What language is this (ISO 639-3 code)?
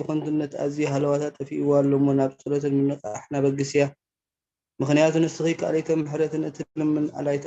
tir